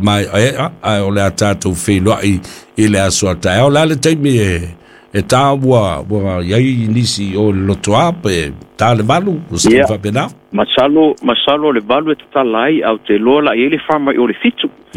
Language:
Samoan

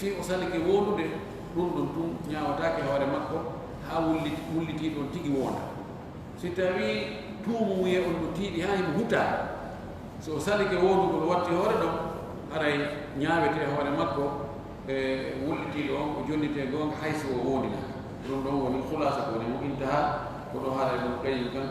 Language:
Fula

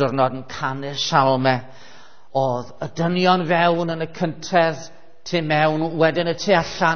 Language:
Welsh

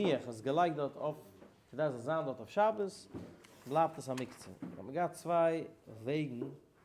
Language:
Yiddish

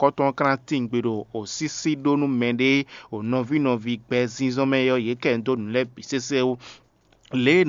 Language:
Fon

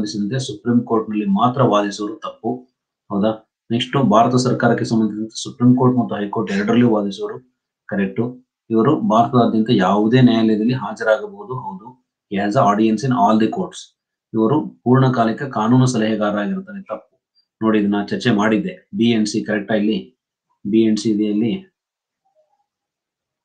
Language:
Kannada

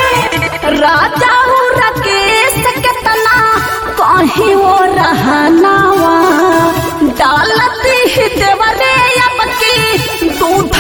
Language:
Bhojpuri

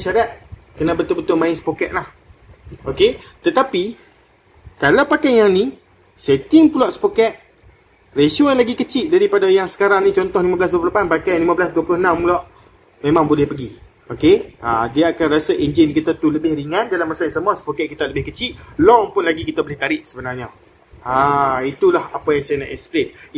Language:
Malay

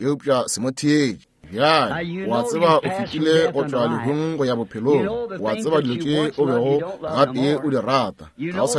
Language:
Northern Sotho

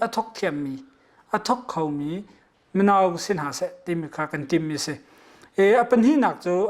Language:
Hakha Chin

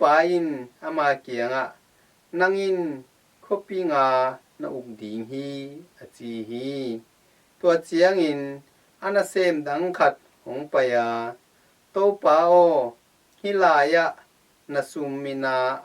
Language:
Tedim Chin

